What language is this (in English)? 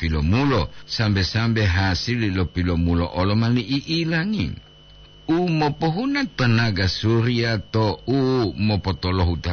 Gorontalo